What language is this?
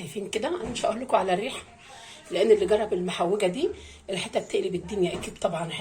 Egyptian Arabic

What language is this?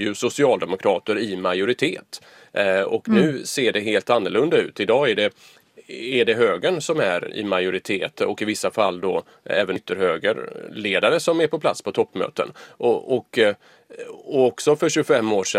Swedish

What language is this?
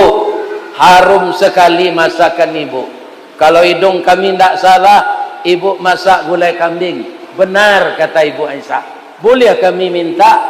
Minangkabau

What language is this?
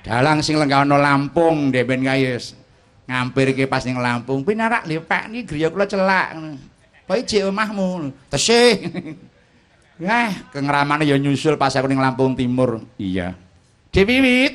Javanese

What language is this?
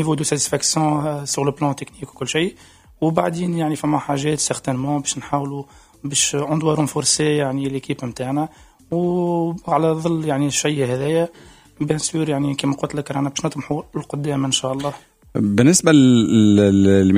Tunisian Arabic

